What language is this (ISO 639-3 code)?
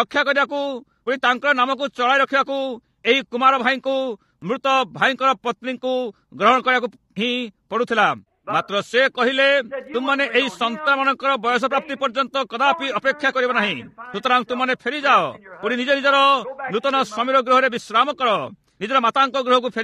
ori